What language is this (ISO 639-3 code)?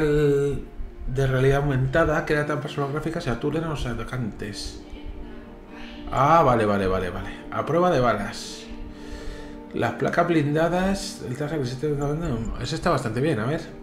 spa